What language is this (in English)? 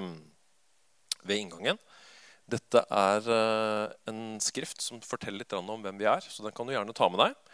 Norwegian